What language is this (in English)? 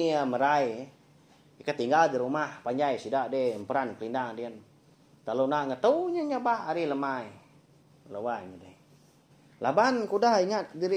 Iban